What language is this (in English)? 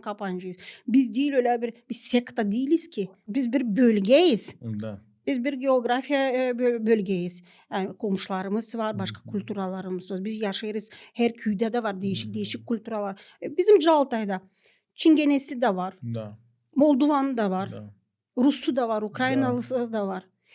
Gagauz